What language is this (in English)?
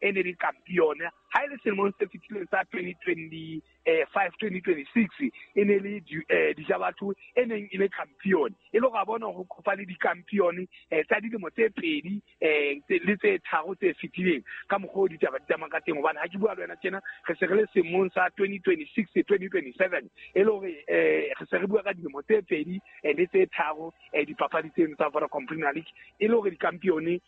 Southern Sotho